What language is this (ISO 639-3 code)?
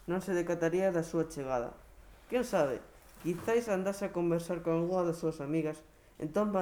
glg